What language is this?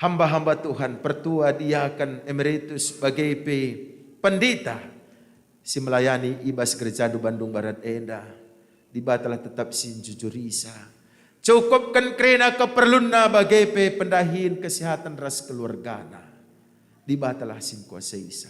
Batak Karo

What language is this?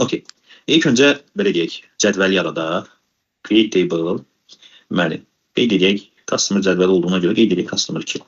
Azerbaijani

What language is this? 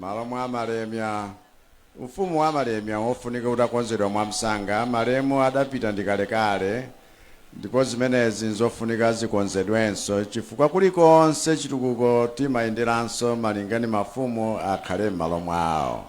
Nyanja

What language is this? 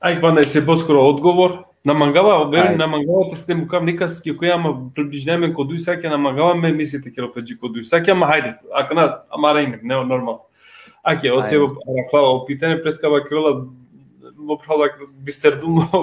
Balkan Romani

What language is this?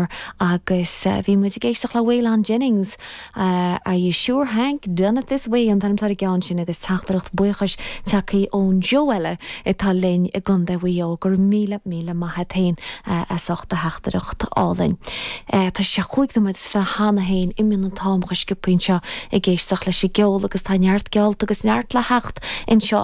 Irish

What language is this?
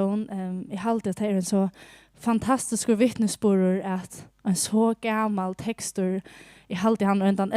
Faroese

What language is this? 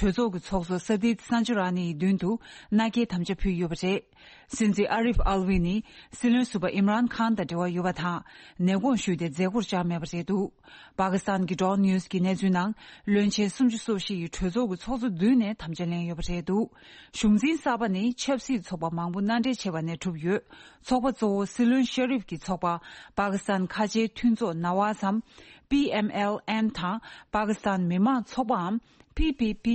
Tibetan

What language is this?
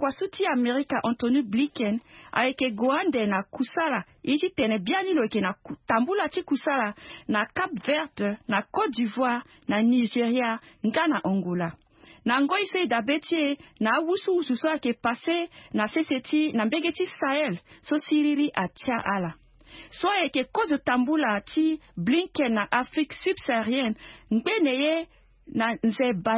Sango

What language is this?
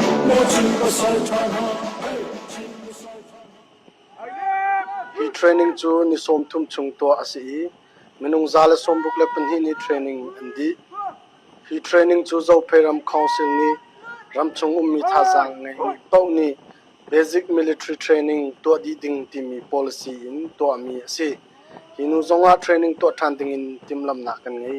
Hakha Chin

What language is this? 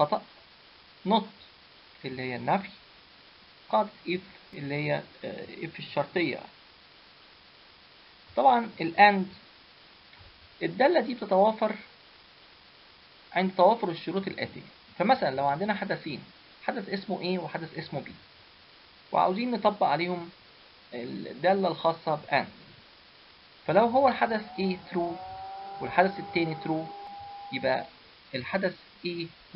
Egyptian Arabic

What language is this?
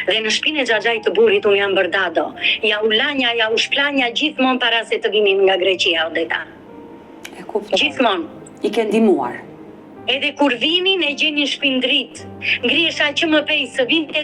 Albanian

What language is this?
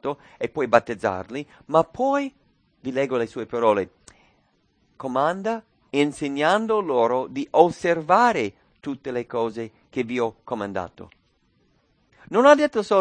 Italian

